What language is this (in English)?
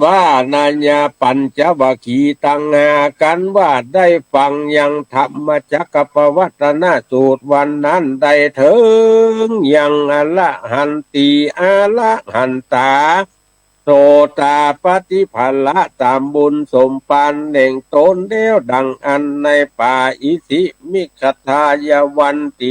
Northern Thai